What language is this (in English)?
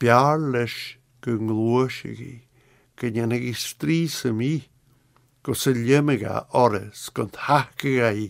Scottish Gaelic